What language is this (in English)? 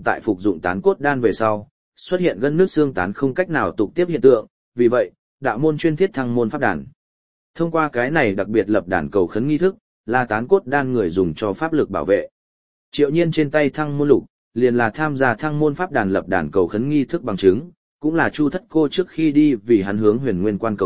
Vietnamese